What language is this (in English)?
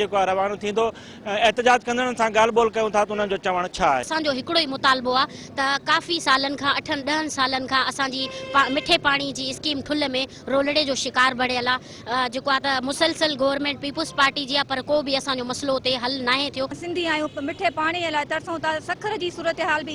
Sindhi